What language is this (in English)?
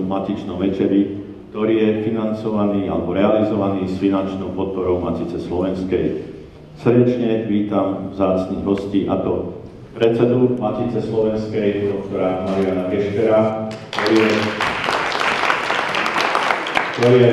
Slovak